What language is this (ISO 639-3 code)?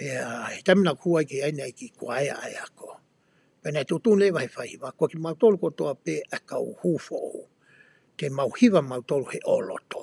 ton